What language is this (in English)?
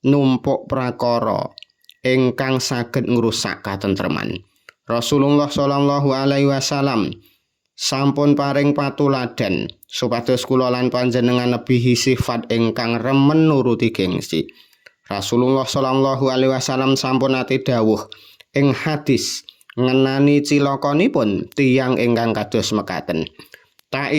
Javanese